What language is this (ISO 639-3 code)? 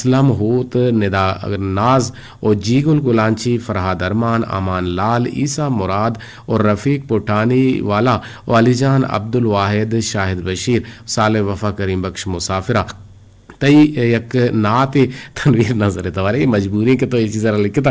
bgp